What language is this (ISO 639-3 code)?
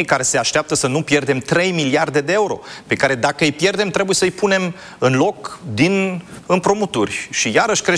ron